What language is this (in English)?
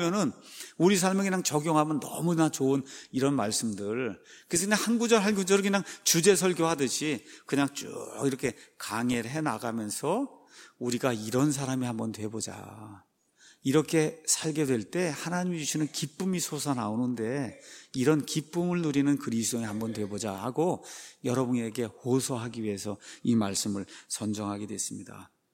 Korean